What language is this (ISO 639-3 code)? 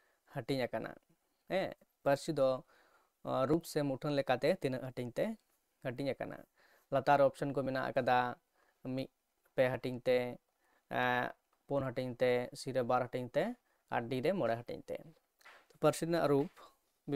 sat